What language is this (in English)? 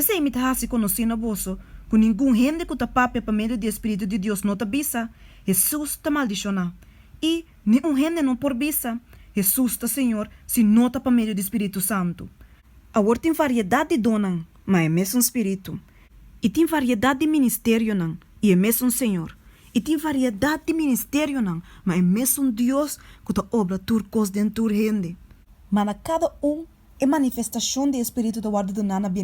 Papiamento